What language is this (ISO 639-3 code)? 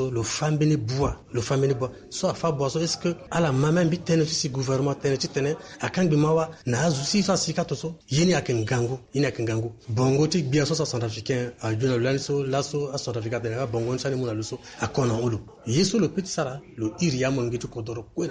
sag